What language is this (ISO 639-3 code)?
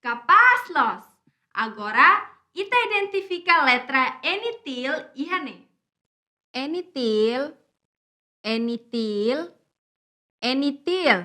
tet